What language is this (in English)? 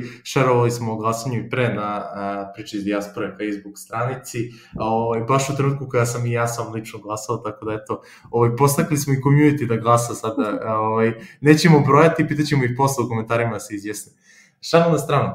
Serbian